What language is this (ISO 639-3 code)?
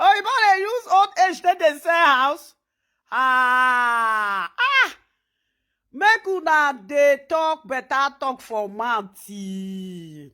pcm